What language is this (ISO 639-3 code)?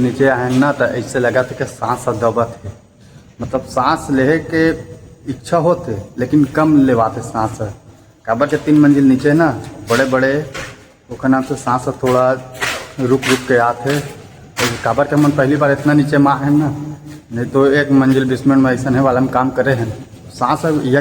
hne